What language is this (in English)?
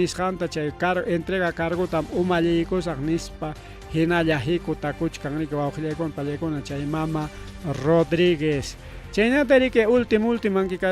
Ayacucho Quechua